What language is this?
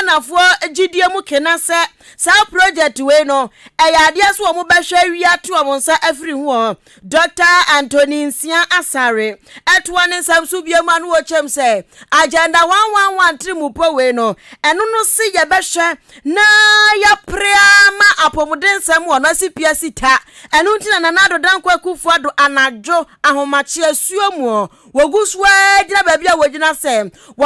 Akan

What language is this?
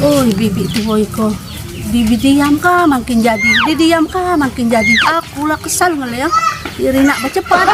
Musi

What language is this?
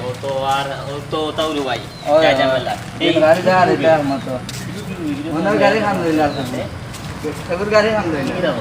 Sylheti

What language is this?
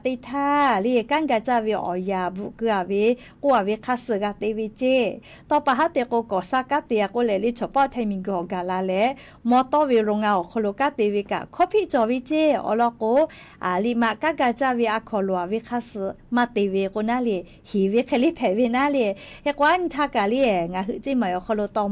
Lahu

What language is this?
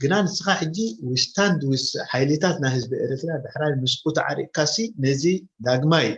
Tigrinya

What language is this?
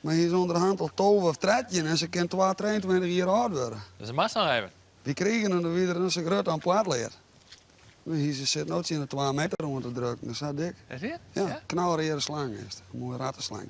Western Frisian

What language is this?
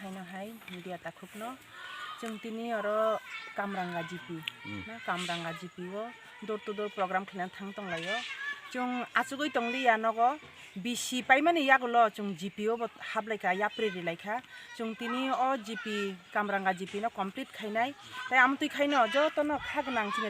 Kok Borok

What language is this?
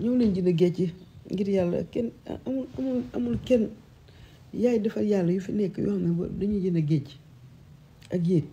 Wolof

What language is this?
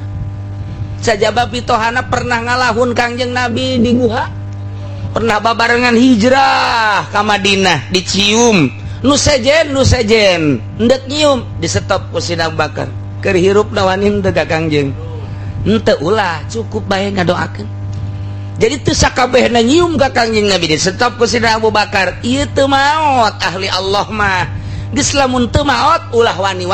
Sundanese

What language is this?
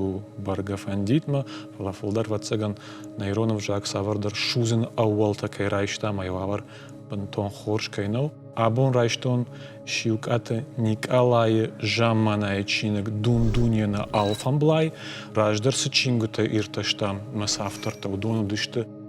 Ossetic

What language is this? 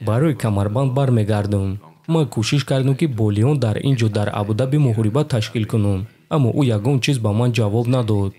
Tajik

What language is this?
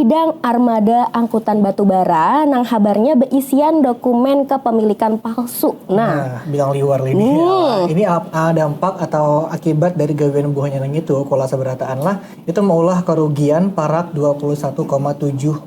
Banjar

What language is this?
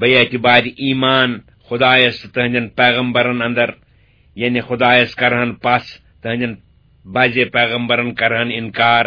Kashmiri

